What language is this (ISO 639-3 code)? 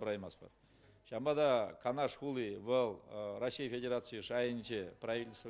chv